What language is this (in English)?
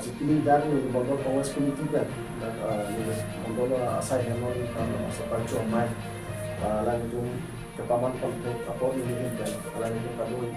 Karbi